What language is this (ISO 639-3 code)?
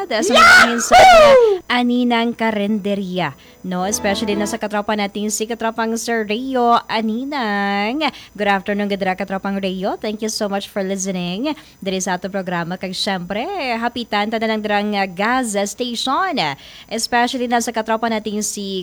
hil